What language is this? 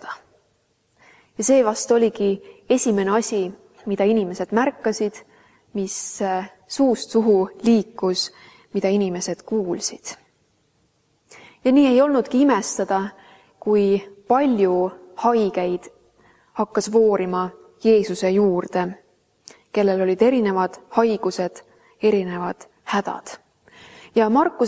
Estonian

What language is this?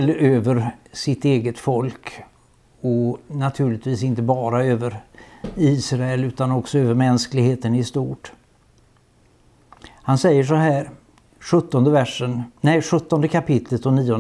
Swedish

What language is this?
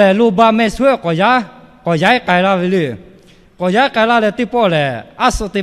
Lahu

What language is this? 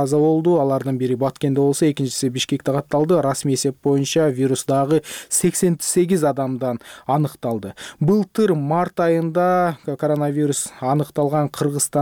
Kyrgyz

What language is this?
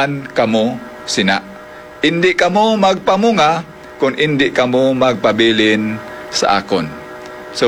Hiligaynon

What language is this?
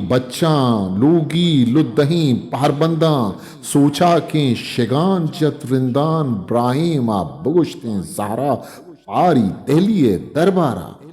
Eastern Balochi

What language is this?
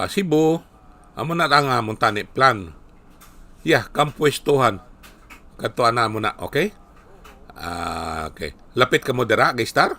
Hiligaynon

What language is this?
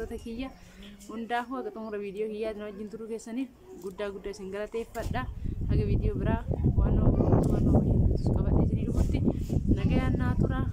Oromo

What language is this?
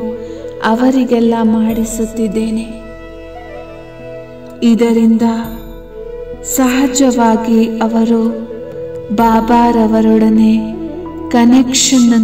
Kannada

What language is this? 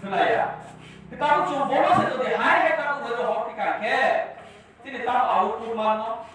Kok Borok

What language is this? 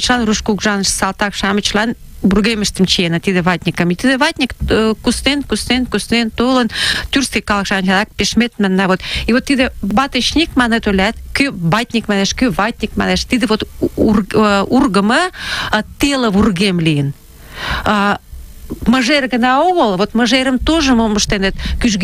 Mari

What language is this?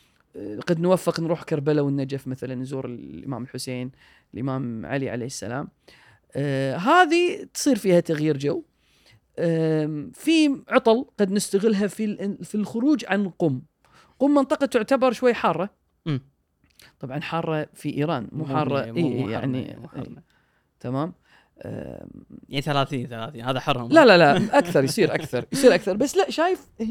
Gulf Arabic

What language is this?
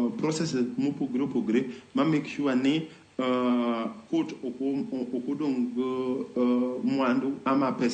Luo (Kenya and Tanzania)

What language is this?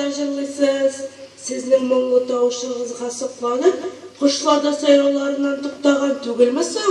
Tatar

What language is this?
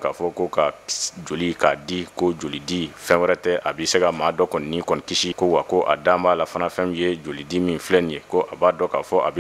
Bambara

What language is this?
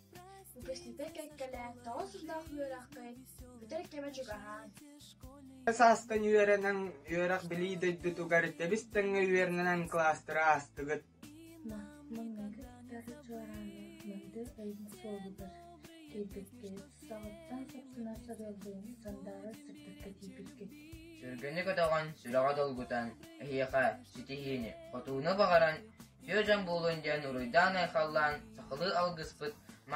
Yakut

